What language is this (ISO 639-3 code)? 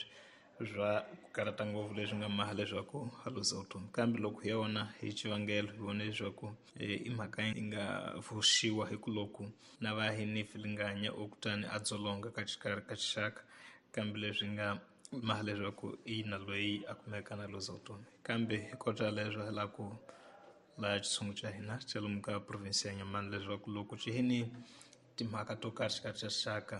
tso